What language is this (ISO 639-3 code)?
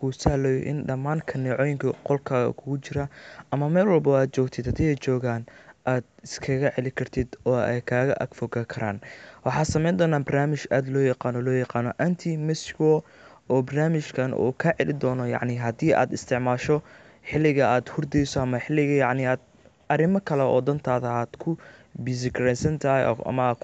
som